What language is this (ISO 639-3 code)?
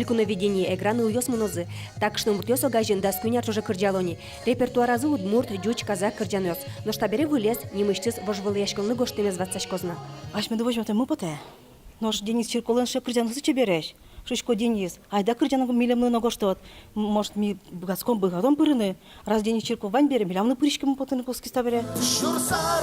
udm